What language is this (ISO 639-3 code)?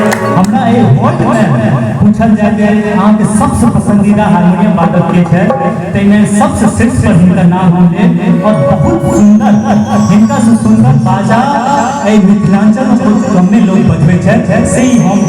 mai